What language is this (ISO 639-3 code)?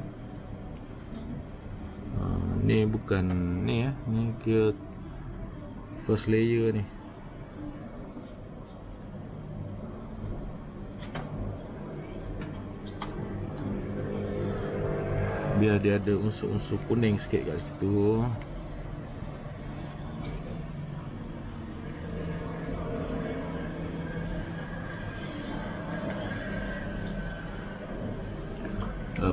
msa